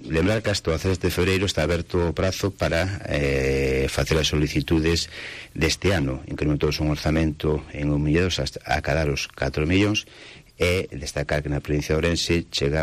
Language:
Galician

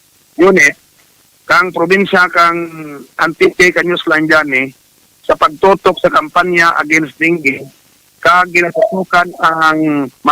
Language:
Hiligaynon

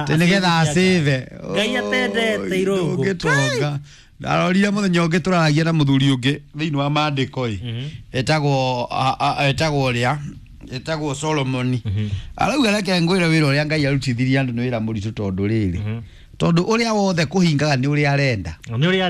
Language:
Kikuyu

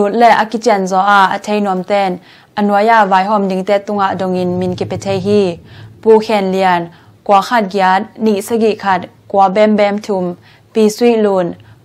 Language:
Tedim Chin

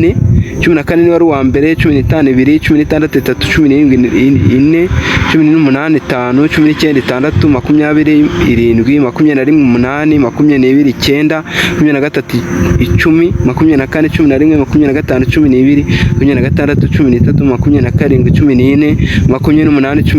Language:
Kinyarwanda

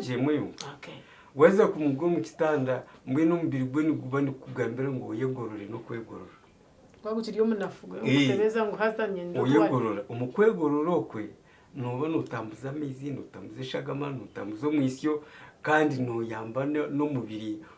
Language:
Nyankole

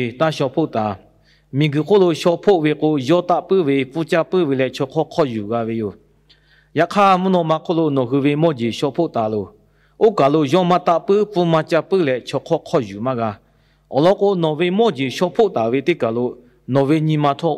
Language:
Lahu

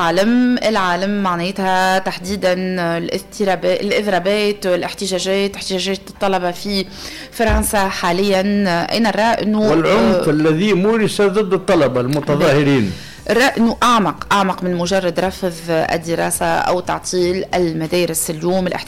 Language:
Tunisian Arabic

